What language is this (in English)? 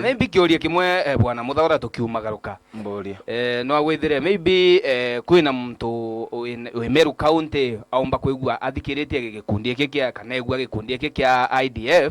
Meru